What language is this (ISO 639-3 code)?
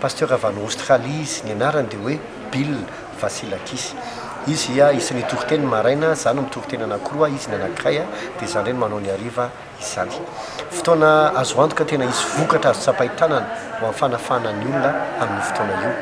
mlg